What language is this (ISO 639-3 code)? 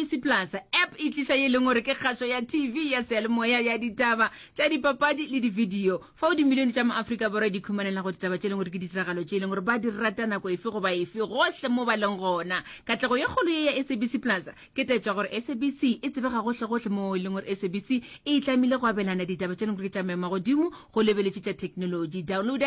nso